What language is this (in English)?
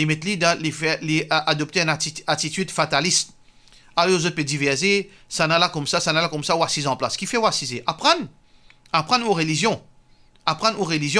Morisyen